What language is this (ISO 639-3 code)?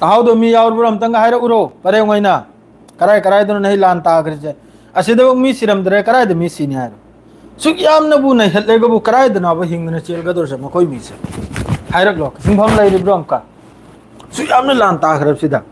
mni